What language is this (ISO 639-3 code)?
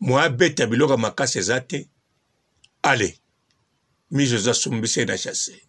lin